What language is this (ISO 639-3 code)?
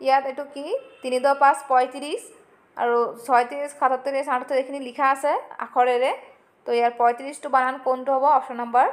asm